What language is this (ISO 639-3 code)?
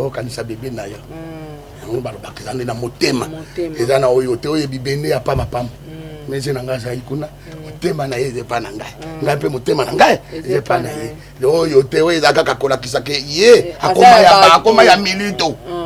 lin